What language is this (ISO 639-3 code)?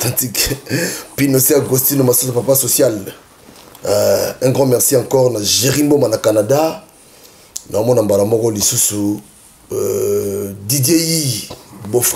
lin